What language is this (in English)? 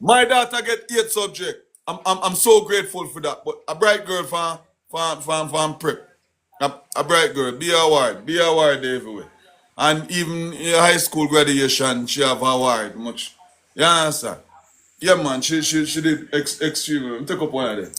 Jamaican Creole English